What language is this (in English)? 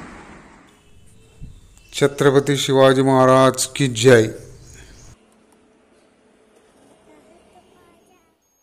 Marathi